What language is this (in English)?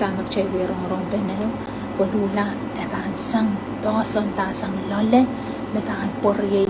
Pohnpeian